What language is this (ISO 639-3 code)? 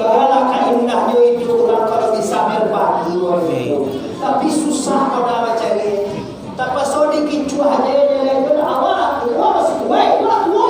min